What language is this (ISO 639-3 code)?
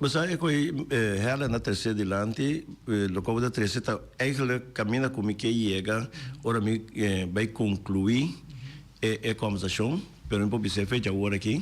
pap